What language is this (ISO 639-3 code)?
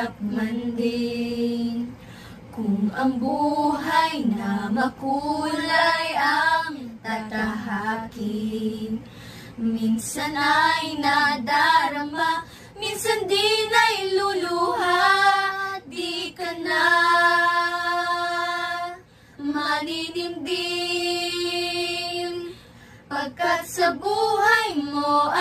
fil